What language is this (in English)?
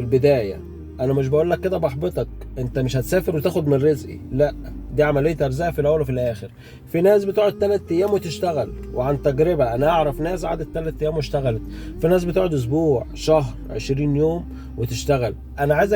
Egyptian Arabic